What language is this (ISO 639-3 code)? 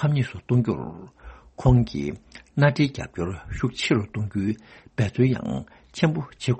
bod